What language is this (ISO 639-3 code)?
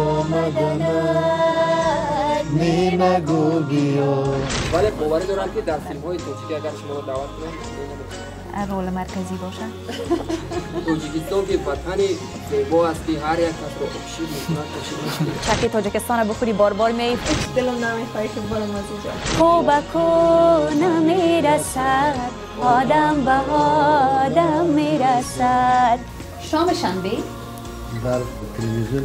tgk